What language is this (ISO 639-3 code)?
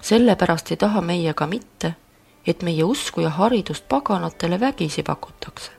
est